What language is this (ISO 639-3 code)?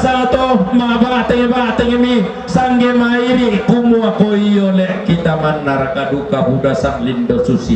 sda